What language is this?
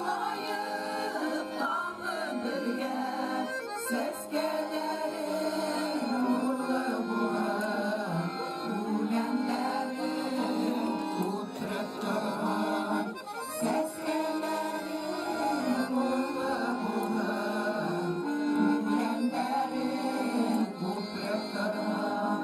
Bashkir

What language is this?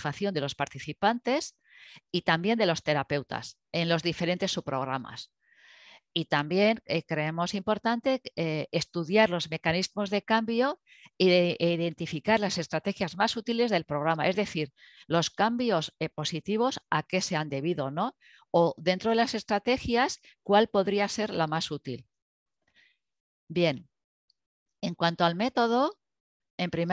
Spanish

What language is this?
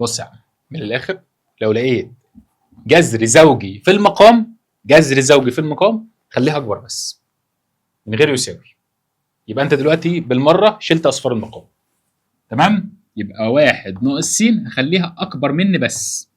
Egyptian Arabic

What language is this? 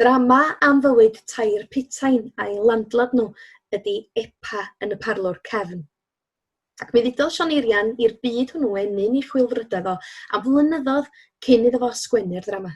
Welsh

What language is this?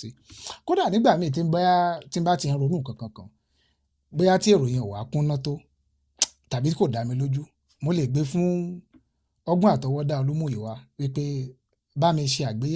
Yoruba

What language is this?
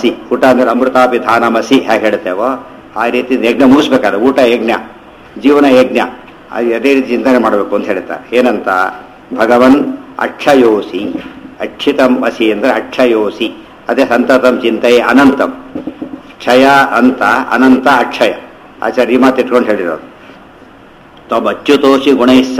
Kannada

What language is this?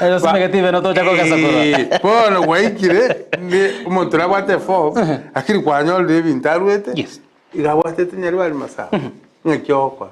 Gusii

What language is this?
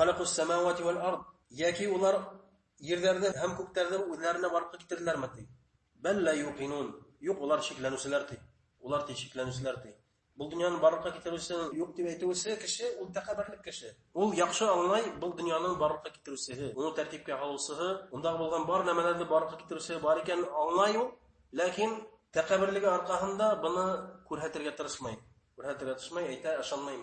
Bashkir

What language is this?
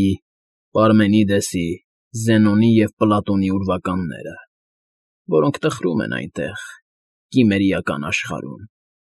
Armenian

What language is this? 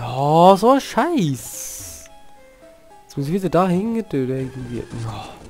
Swiss German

